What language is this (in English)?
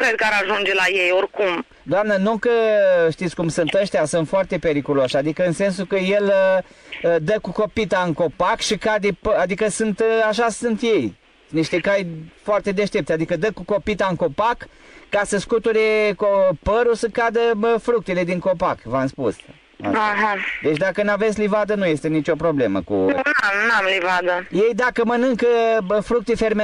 Romanian